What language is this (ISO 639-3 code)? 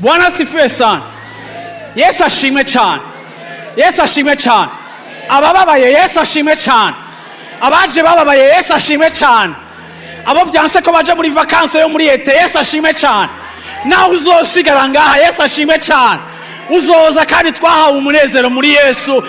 run